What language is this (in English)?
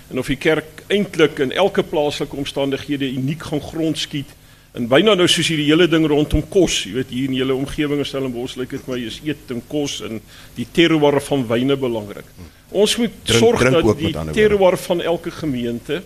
Afrikaans